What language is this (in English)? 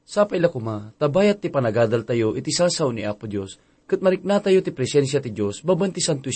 Iloko